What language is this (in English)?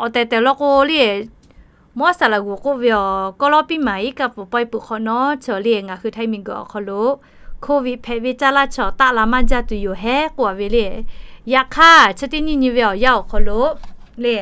Lahu